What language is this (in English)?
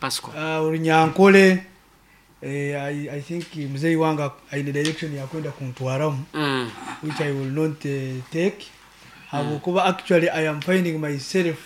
Nyoro